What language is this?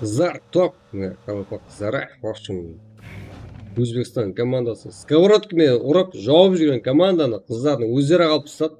Kara-Kalpak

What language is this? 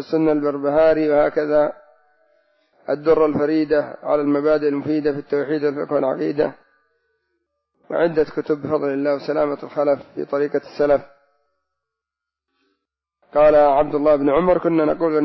Arabic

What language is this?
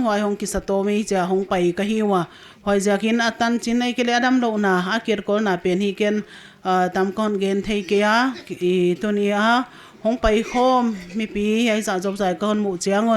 Paite Chin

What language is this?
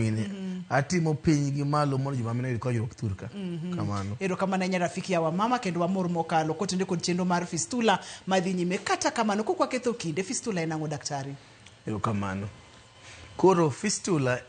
Luo (Kenya and Tanzania)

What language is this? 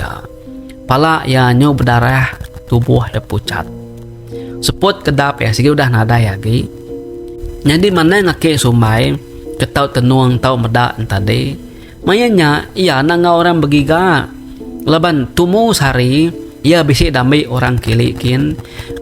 Iban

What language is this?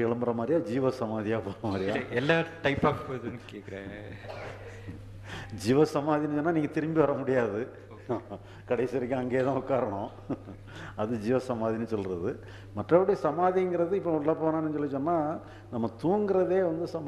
Tamil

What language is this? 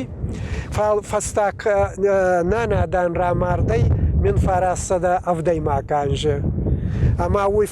Ossetic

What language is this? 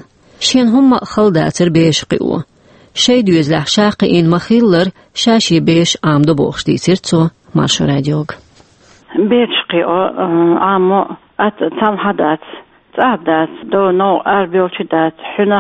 Chechen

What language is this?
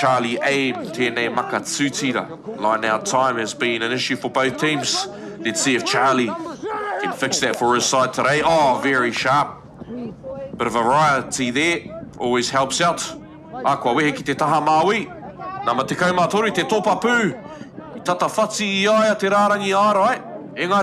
Māori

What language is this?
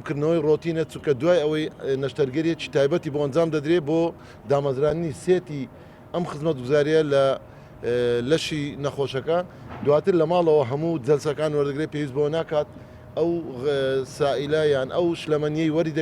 Central Kurdish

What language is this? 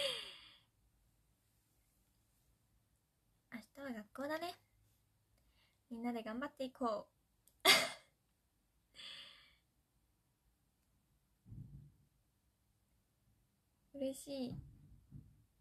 Japanese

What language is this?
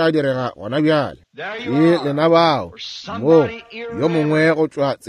Northern Sotho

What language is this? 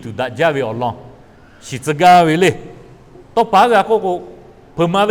Lahu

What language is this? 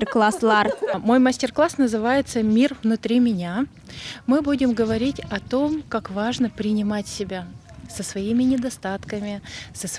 Crimean Tatar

